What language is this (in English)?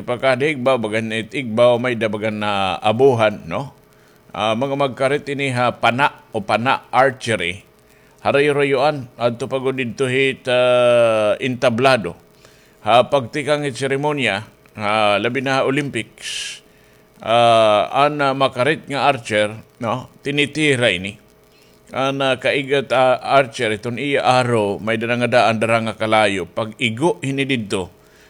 Waray